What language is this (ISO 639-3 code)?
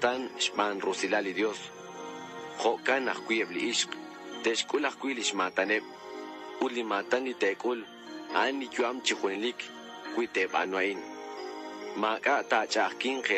kek